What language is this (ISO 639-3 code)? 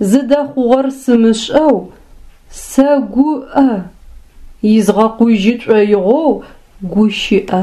ady